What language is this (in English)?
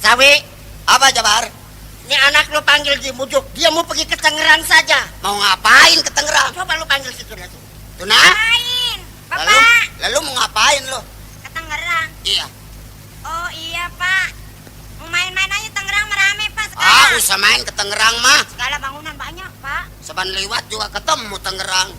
Betawi